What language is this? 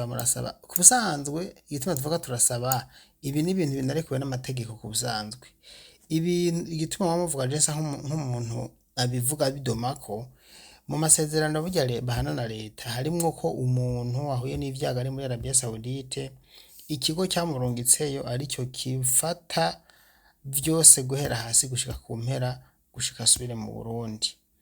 Rundi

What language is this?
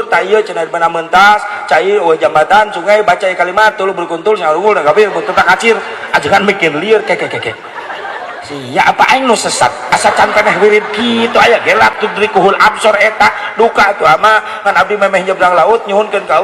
Sundanese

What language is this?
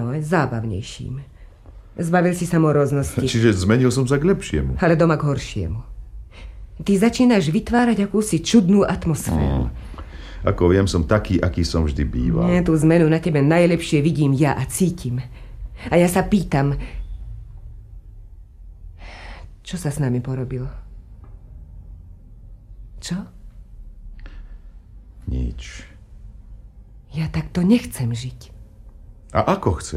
Slovak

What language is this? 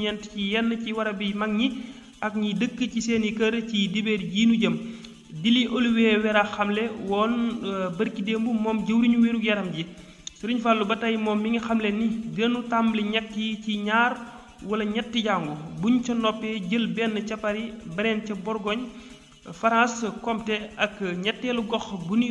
Wolof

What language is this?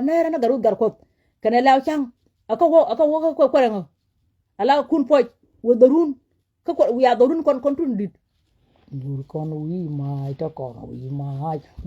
Nuer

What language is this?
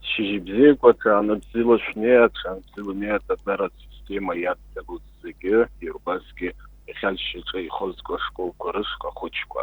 Abkhazian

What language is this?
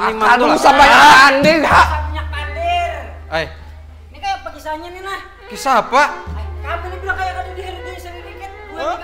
Banjar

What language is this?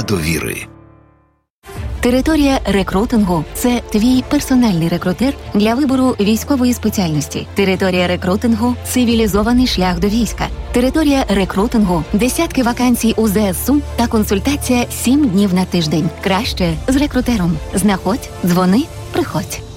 Ukrainian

